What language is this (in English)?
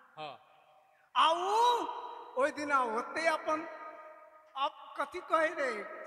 Maithili